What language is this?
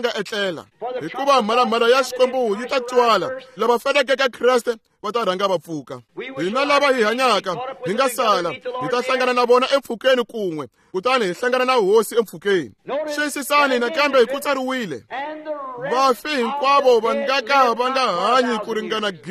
Tsonga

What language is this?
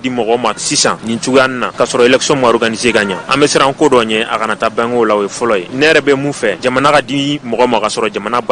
Bambara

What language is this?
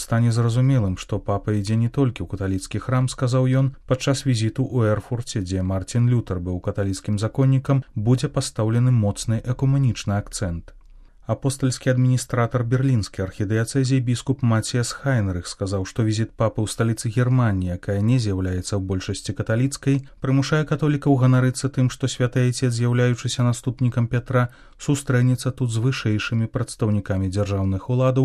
Belarusian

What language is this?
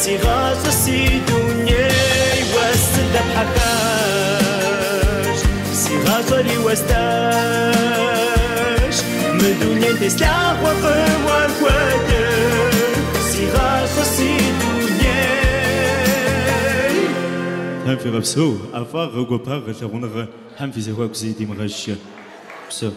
Kabardian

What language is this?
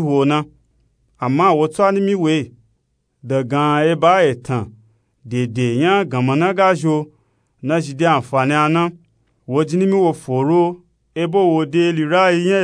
Nupe-Nupe-Tako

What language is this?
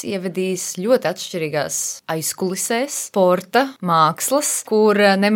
Latvian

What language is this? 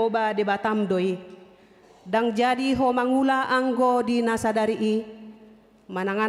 Batak Toba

